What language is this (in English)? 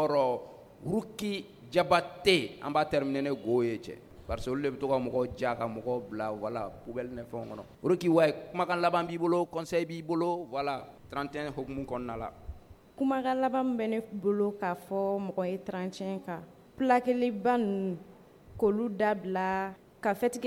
Bambara